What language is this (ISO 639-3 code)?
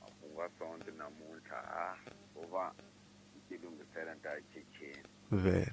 tso